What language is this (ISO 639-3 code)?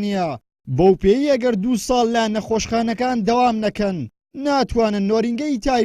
ckb